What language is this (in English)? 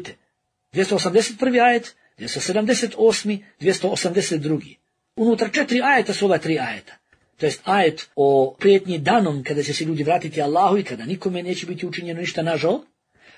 Bosnian